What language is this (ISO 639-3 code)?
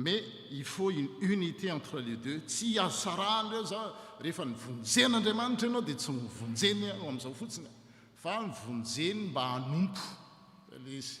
mlg